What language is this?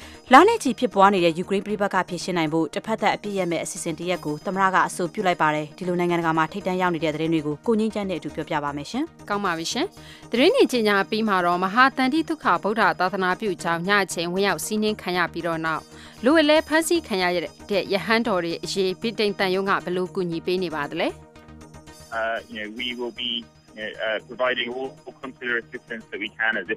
Burmese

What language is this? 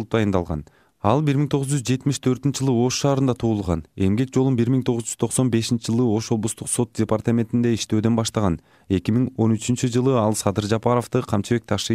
Kyrgyz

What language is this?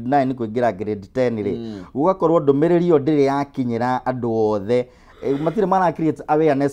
Kikuyu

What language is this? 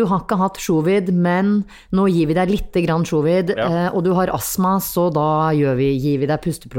Norwegian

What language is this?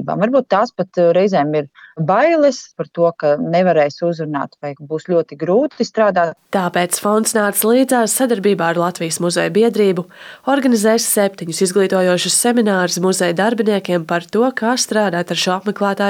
Latvian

